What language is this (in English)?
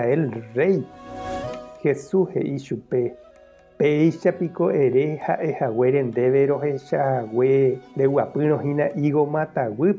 Guarani